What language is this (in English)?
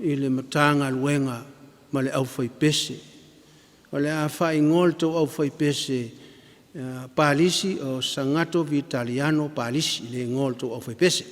Samoan